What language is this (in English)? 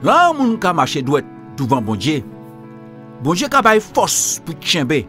Guadeloupean Creole French